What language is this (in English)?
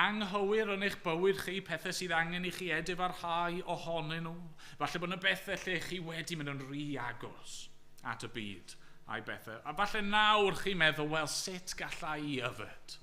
Welsh